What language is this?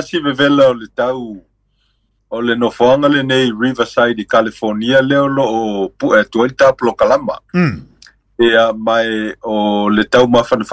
Samoan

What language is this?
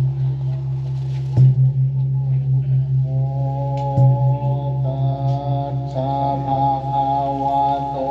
Pali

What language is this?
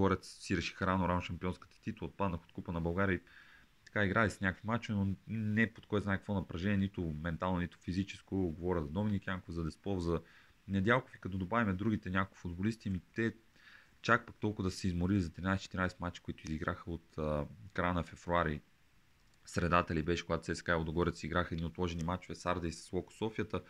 Bulgarian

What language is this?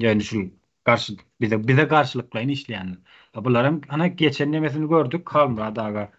Turkmen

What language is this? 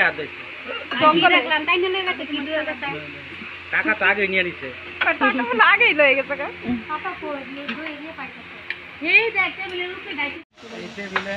Bangla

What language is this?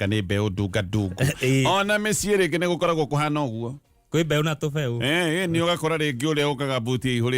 Kikuyu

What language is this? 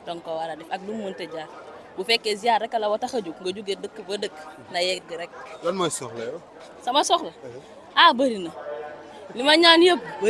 Wolof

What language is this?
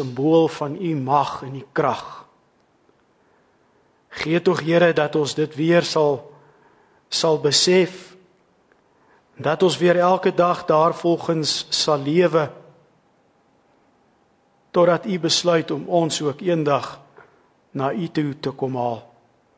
Afrikaans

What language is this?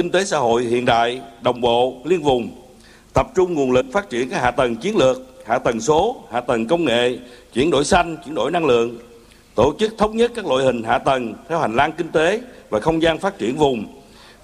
Vietnamese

